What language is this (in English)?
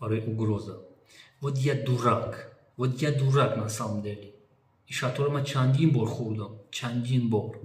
Tajik